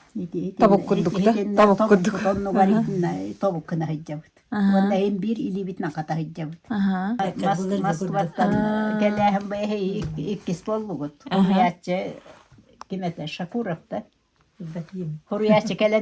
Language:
Yakut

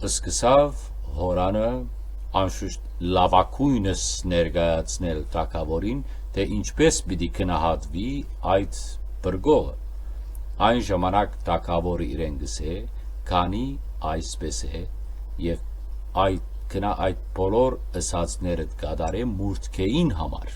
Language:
Western Armenian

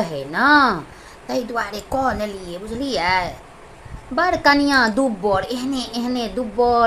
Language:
Maithili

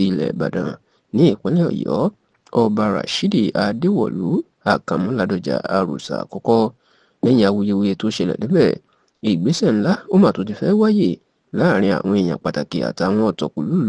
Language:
Yoruba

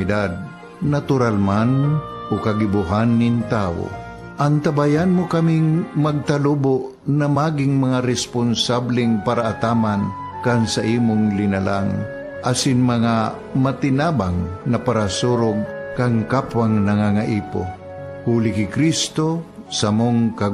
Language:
Bikol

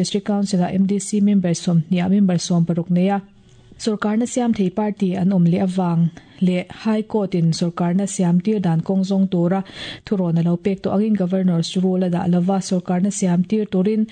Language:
Mizo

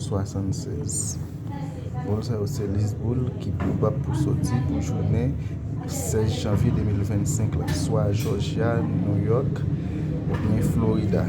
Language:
Haitian Creole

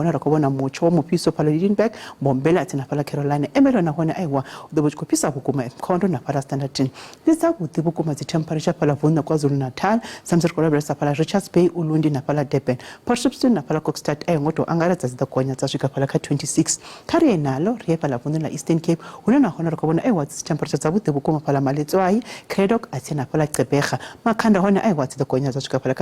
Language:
Venda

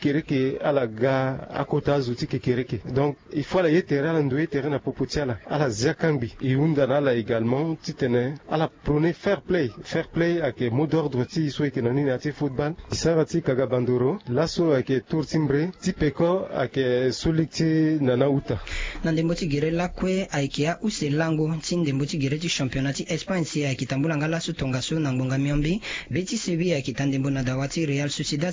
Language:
Sango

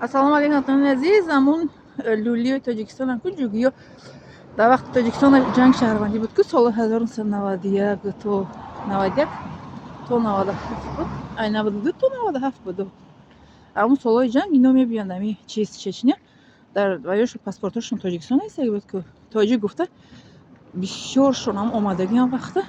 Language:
Tajik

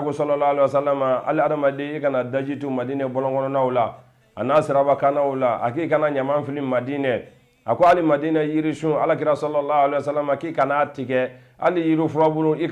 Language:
Bambara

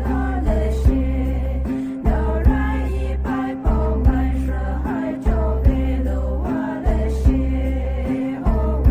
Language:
Poumei Naga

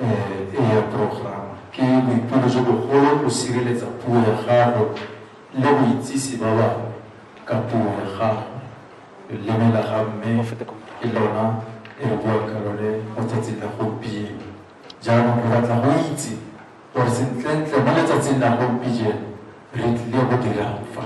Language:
Tswana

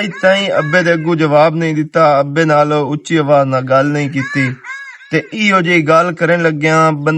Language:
Western Panjabi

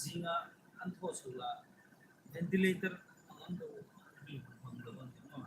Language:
Hmar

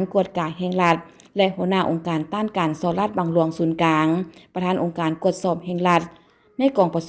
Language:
Lao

